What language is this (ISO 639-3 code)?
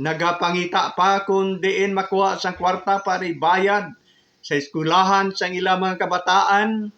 hil